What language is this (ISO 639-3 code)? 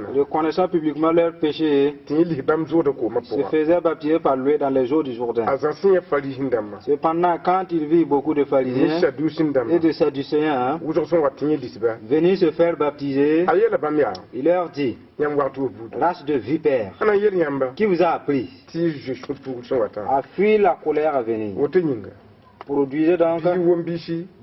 mos